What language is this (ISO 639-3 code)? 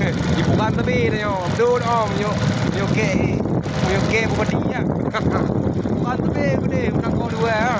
ace